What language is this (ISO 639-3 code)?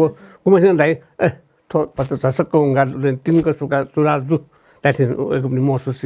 new